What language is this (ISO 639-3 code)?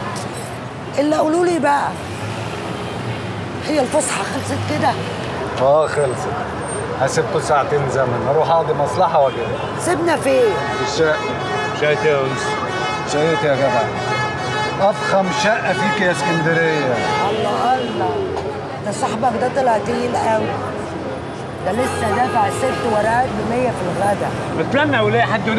arz